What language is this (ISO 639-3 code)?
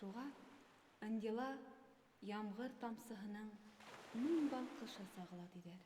bak